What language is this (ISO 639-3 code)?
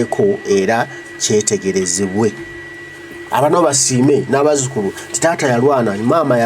lug